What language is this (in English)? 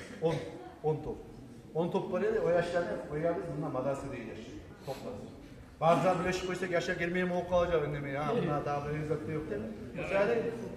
Kumyk